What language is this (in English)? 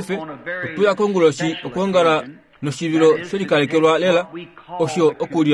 Kuanyama